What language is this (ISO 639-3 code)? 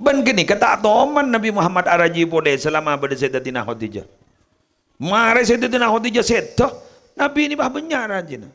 mad